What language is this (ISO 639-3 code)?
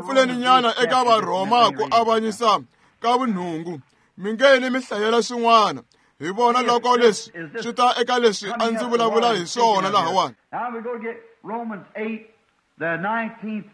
tso